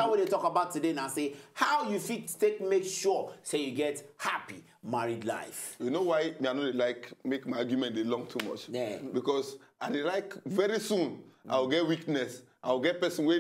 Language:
Nigerian Pidgin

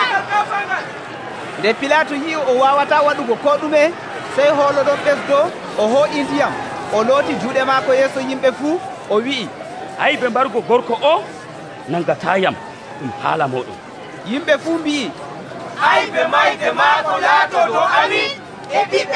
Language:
Nigerian Fulfulde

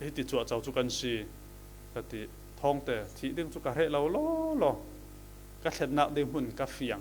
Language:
Falam Chin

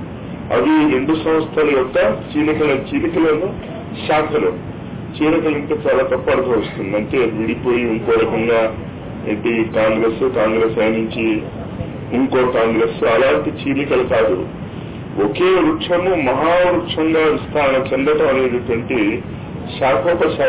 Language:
Telugu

